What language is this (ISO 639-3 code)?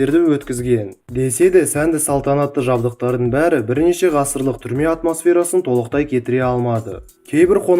kaz